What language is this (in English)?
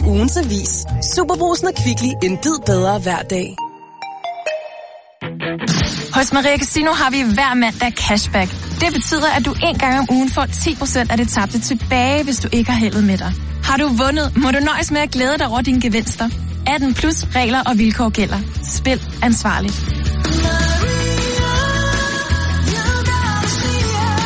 Danish